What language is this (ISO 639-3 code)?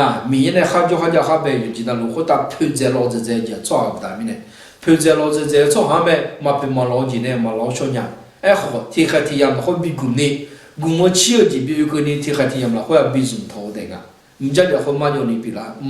ahk